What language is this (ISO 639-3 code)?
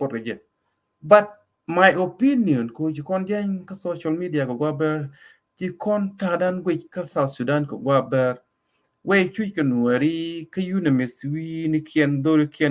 nus